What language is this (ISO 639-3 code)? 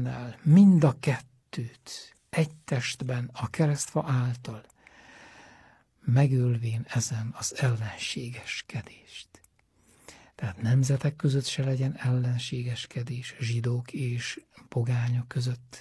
hun